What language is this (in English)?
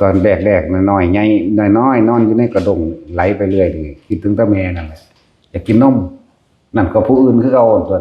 Lao